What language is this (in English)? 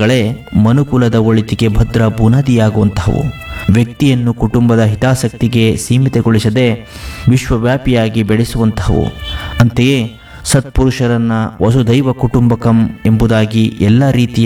Kannada